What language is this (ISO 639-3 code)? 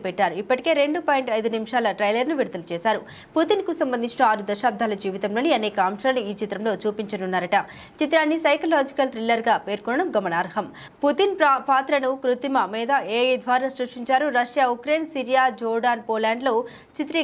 tel